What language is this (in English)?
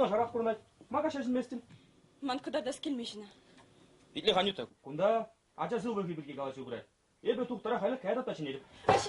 Chuvash